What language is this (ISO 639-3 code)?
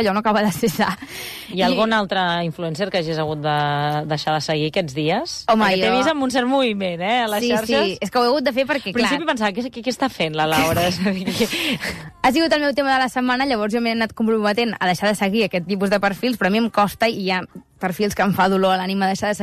cat